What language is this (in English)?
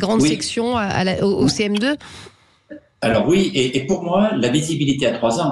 French